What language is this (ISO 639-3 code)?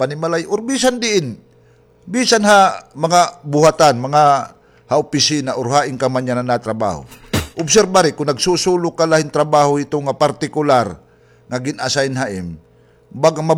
war